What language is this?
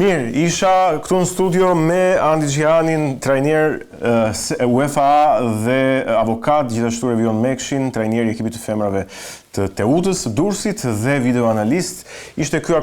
Albanian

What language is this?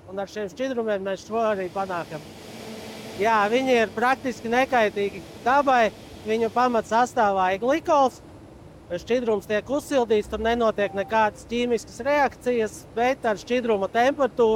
Latvian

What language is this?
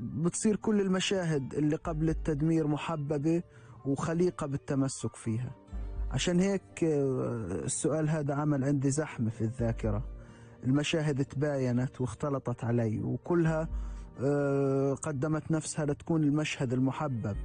North Levantine Arabic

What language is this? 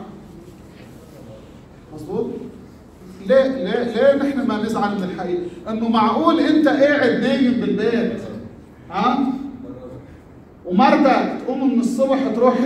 Arabic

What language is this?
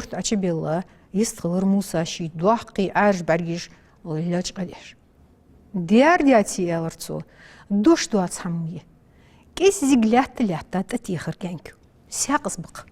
Ingush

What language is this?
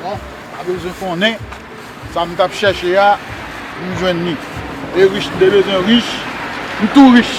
Haitian Creole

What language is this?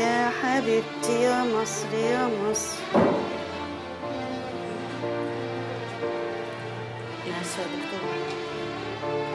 Egyptian Arabic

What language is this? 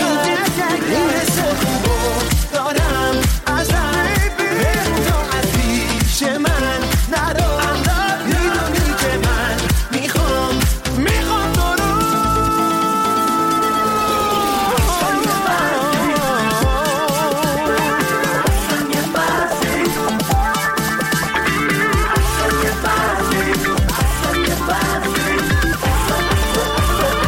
Persian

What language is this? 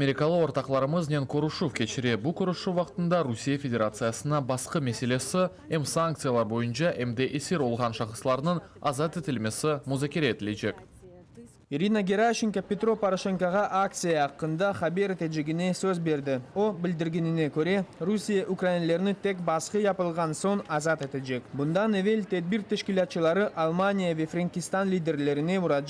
Crimean Tatar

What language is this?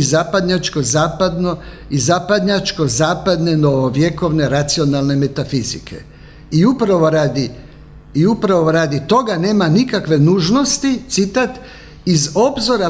Croatian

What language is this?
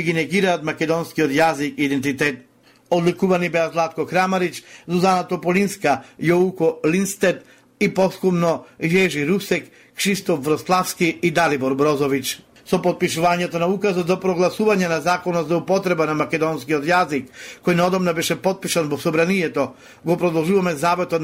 Macedonian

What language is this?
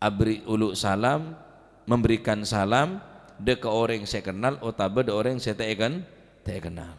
Madurese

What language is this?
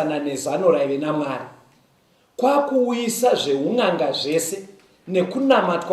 Shona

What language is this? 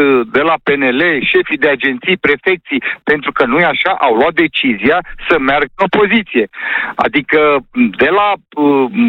Romanian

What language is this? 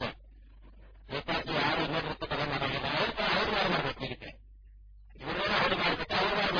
Kannada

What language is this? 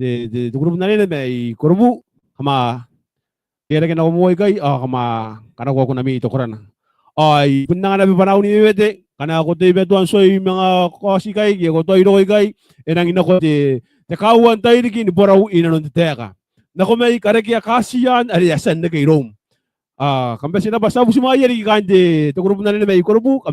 Gilbertese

